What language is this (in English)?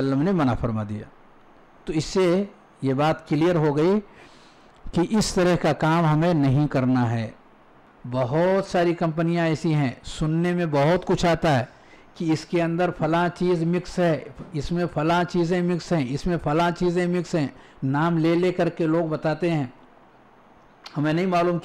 Urdu